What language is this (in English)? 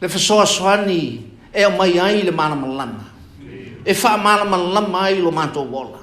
Samoan